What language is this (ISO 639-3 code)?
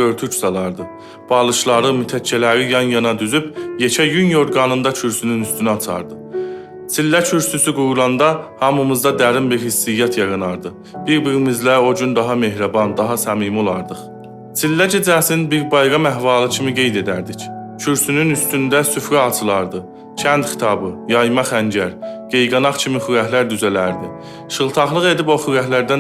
azb